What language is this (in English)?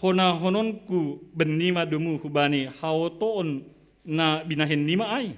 Batak Simalungun